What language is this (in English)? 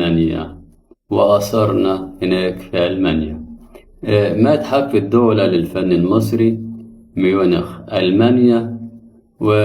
Egyptian Arabic